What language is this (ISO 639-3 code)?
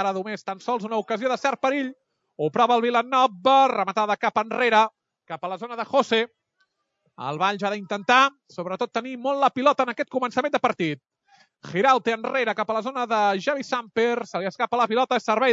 cat